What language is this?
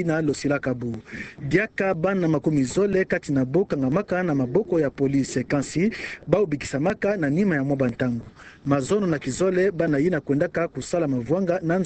Kituba (Democratic Republic of Congo)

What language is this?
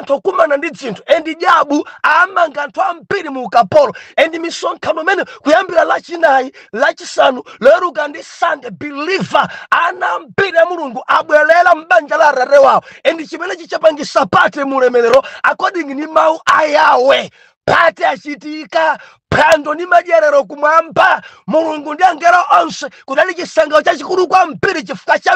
Nyanja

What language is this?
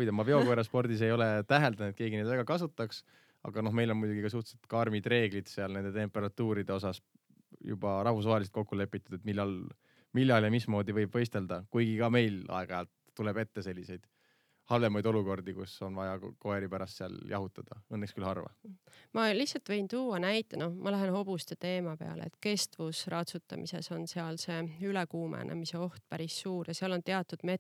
Estonian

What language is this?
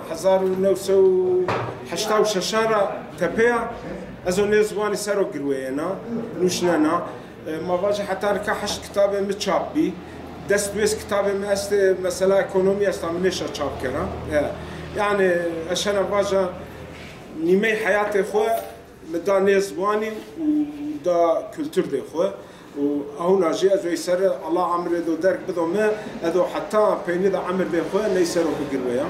Zaza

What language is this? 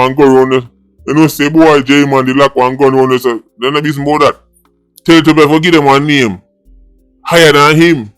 Jamaican Creole English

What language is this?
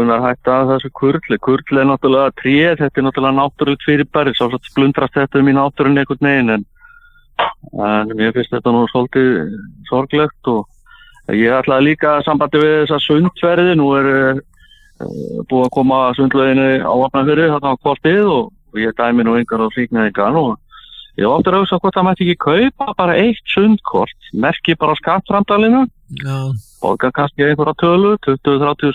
Icelandic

